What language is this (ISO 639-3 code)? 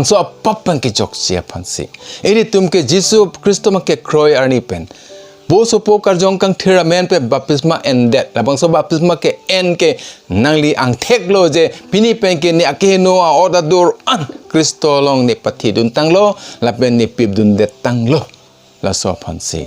mjw